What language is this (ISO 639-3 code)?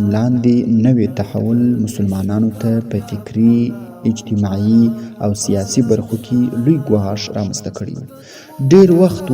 pus